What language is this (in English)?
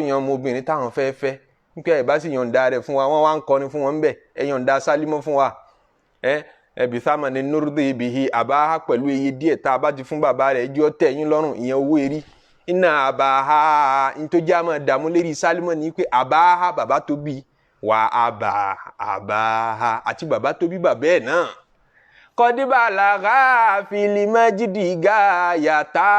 Yoruba